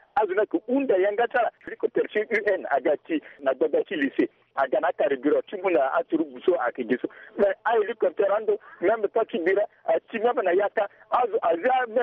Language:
Sango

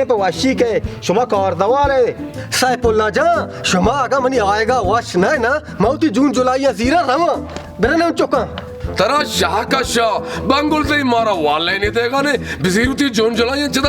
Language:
Baluchi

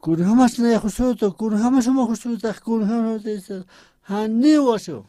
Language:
Aymara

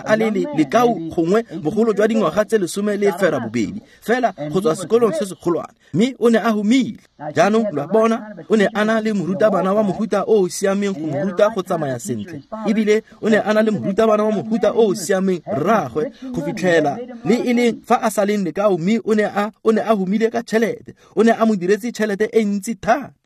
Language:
Tswana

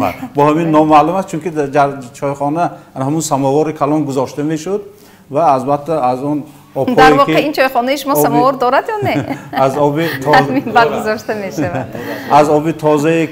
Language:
Tajik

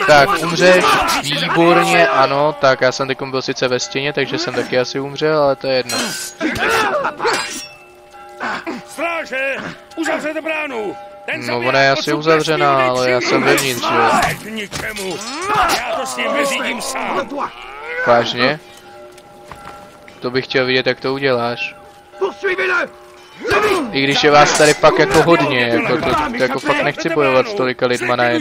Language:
Czech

